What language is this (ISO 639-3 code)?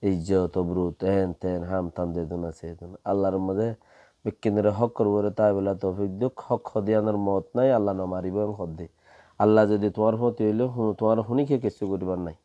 rhg